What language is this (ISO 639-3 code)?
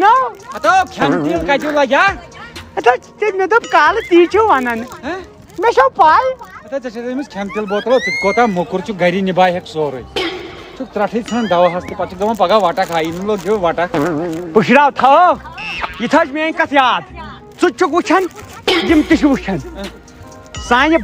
kas